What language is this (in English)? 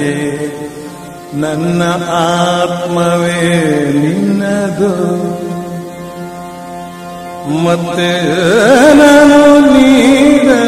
Kannada